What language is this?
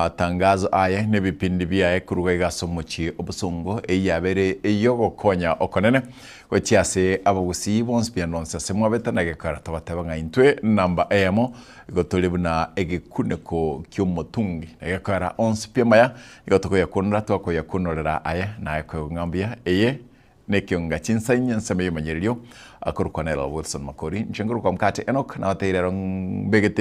Gusii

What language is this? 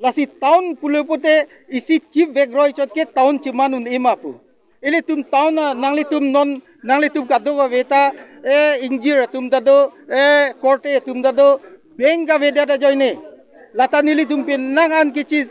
Karbi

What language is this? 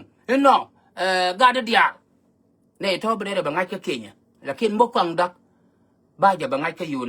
Nuer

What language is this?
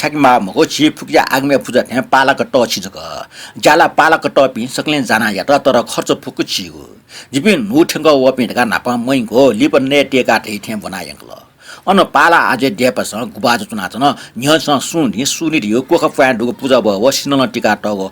Newari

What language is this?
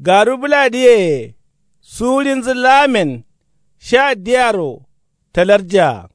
Kanuri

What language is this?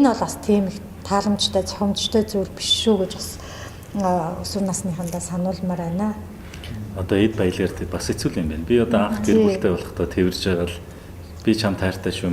Mongolian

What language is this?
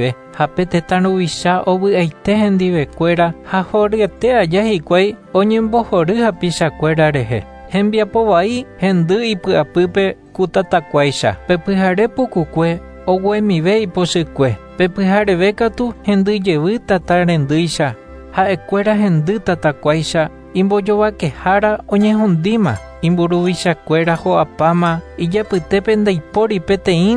Guarani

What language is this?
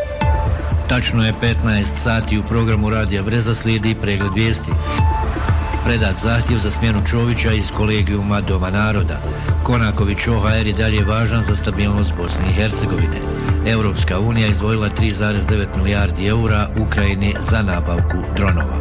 Bosnian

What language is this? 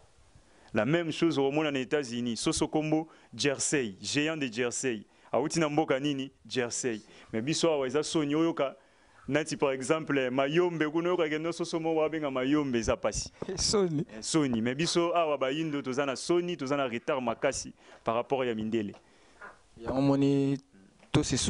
Lingala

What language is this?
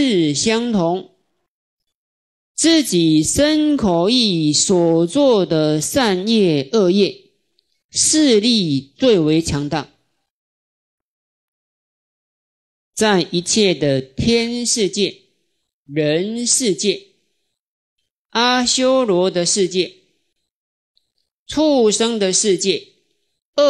Chinese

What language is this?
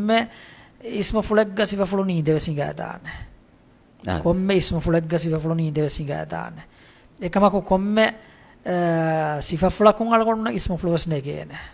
Divehi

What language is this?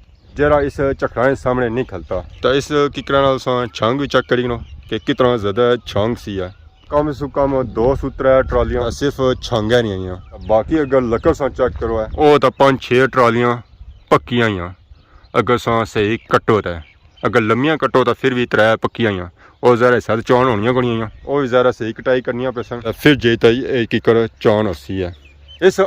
Pahari-Potwari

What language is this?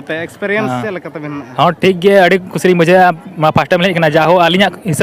Santali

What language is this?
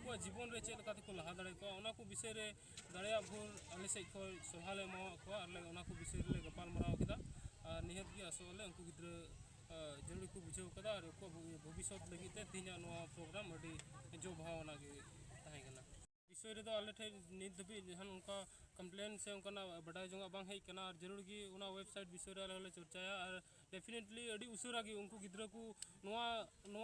Santali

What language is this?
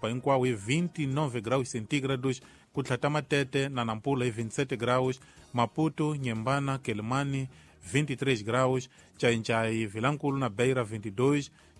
Tsonga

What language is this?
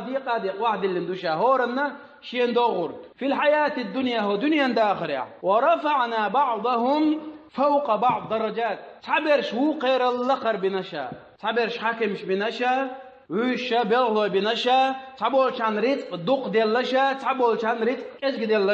Chechen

